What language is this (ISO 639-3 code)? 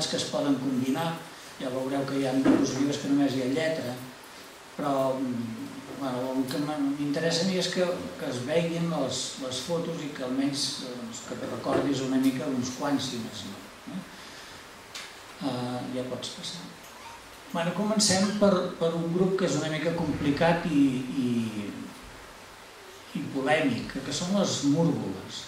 cat